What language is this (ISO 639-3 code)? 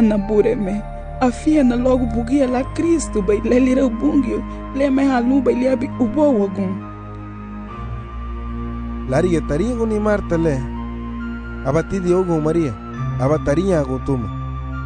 cab